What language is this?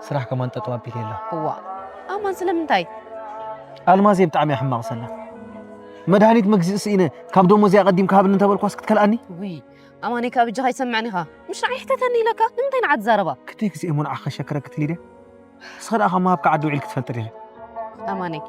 Tigrinya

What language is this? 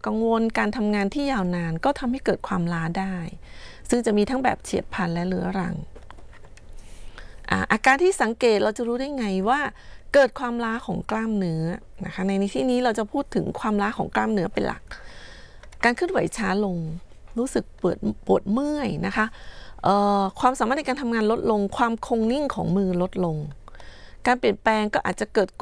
Thai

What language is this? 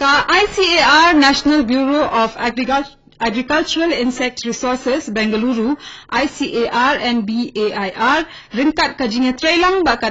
Khasi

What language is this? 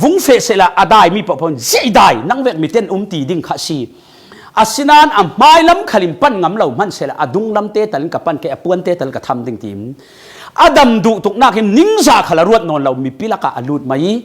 Falam Chin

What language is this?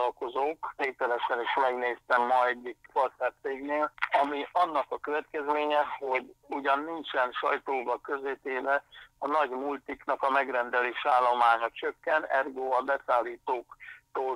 Hungarian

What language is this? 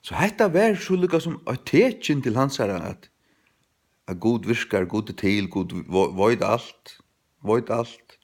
Faroese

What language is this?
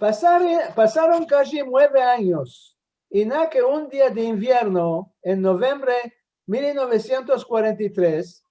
Ladino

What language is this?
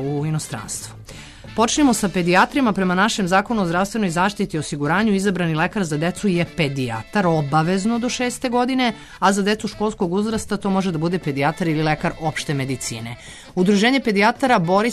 Serbian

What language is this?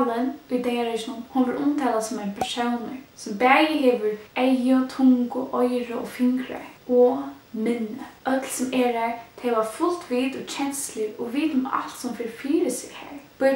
Faroese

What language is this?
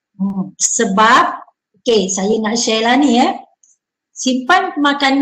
Malay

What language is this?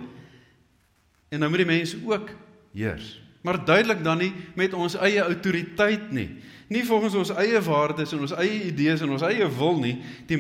Afrikaans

